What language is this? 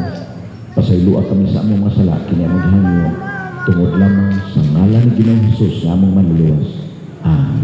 Cebuano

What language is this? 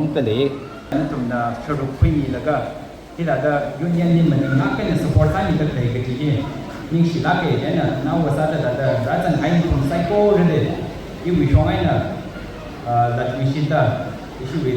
Tangkhul Naga (India)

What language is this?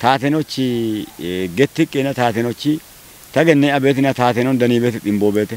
Kafa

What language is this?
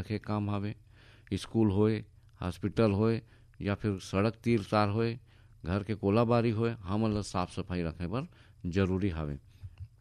Chhattisgarhi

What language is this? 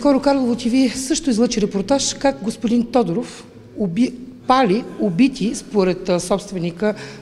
Bulgarian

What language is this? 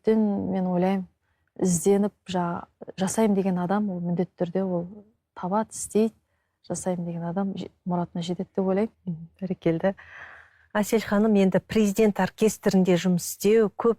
Kazakh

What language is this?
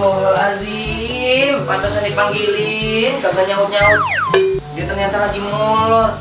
Betawi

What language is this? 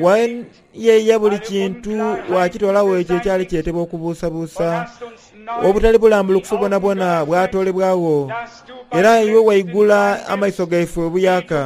Soga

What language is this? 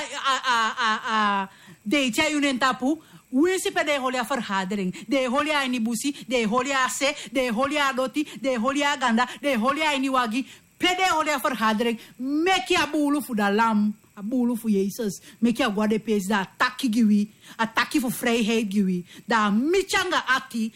Sranan Tongo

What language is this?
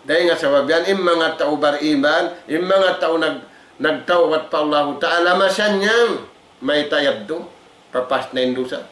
Tausug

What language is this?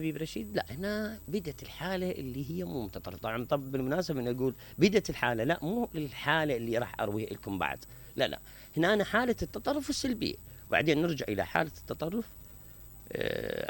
Mesopotamian Arabic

